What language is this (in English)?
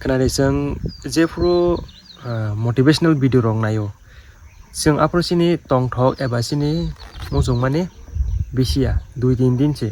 Kok Borok